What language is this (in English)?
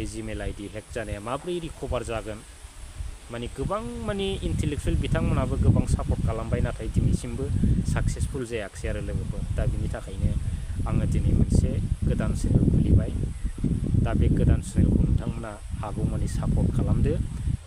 Bodo